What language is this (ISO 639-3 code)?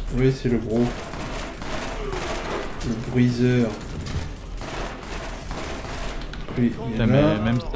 fra